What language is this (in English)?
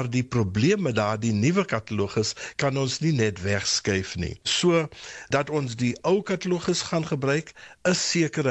Afrikaans